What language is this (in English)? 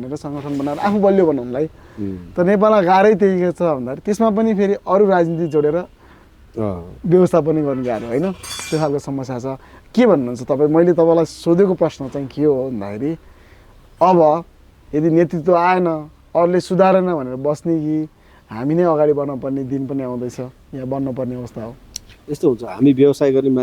Nepali